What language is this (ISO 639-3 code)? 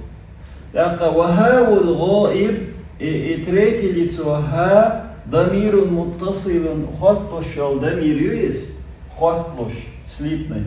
che